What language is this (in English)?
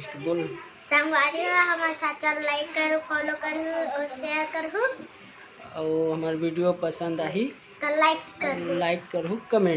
Chhattisgarhi